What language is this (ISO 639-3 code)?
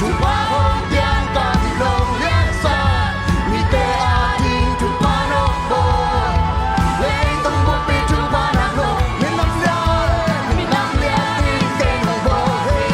ctd